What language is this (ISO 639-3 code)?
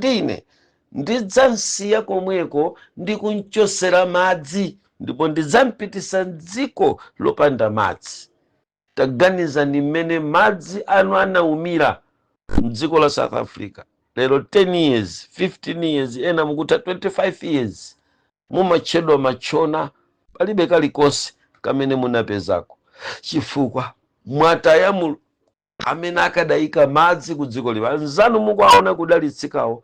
nya